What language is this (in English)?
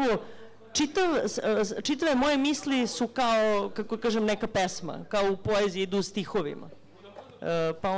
Serbian